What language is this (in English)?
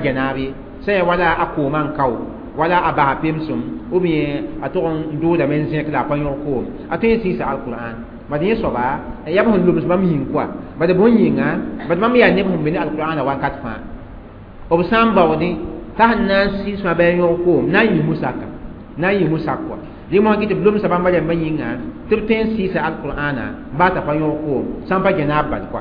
Mossi